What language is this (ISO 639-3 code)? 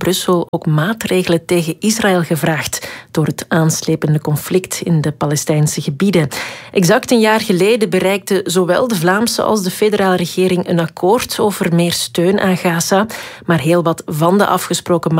nld